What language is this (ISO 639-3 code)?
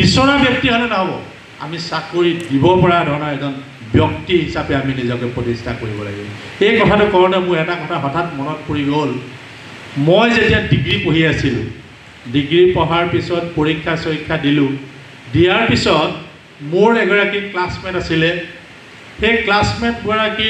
asm